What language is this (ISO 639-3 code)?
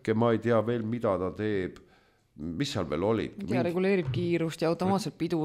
est